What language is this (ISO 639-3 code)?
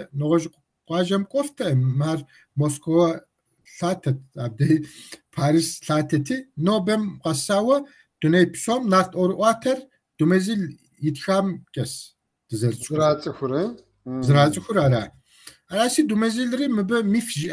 kbd